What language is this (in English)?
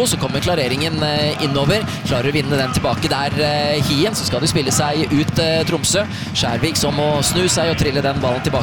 Norwegian